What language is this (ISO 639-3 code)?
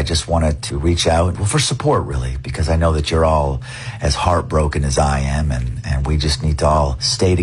eng